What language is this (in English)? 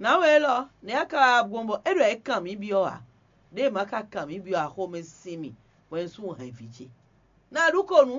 Fon